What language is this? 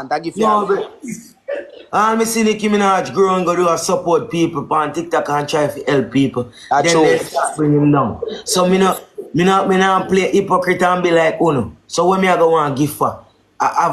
Jamaican Creole English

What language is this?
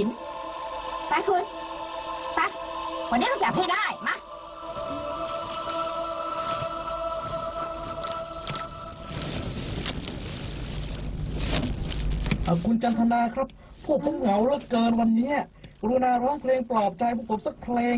Thai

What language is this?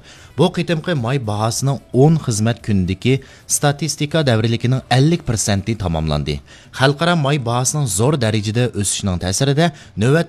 Uyghur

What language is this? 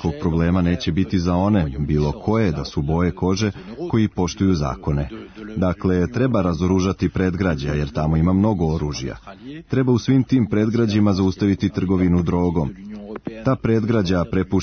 Serbian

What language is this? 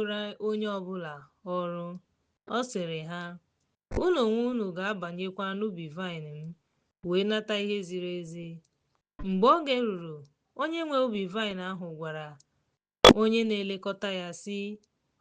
Igbo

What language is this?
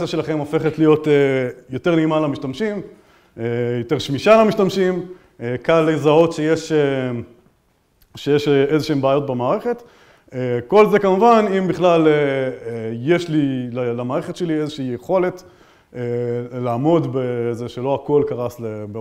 Hebrew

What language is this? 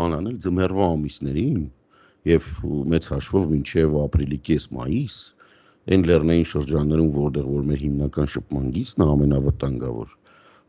Armenian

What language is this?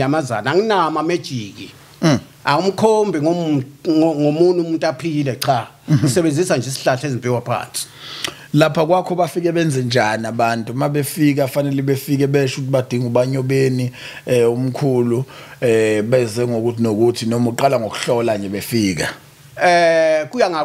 Zulu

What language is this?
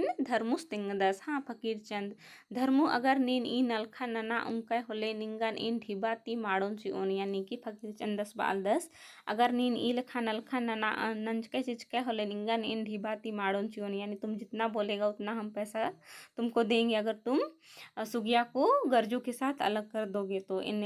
Kurukh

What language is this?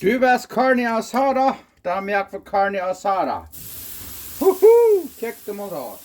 Plautdietsch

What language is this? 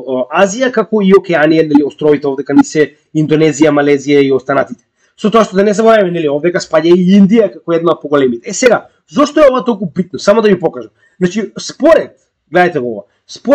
Macedonian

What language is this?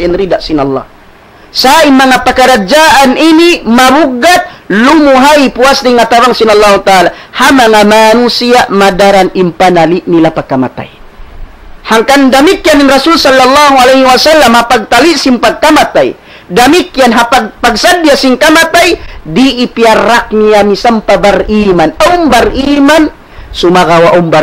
Tausug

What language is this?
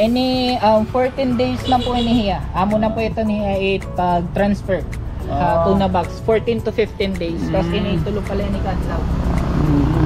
Waray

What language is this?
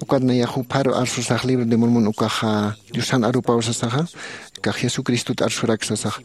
Aymara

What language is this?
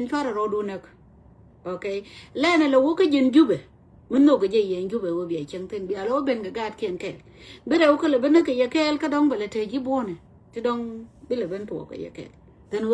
Nuer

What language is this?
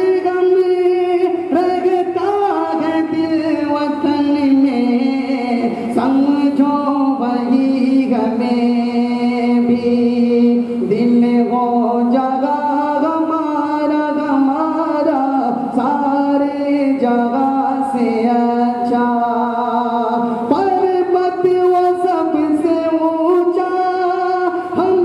Urdu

